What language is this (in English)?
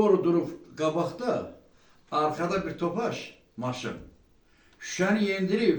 Azerbaijani